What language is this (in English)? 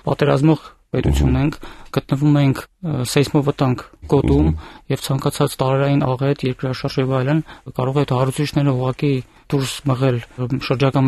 Armenian